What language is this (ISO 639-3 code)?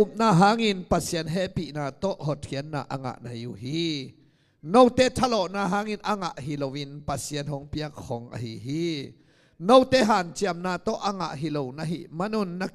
ctd